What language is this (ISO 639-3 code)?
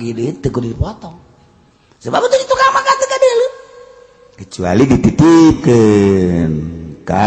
sun